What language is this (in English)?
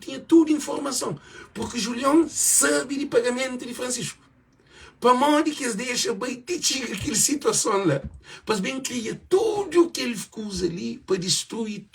Kabuverdianu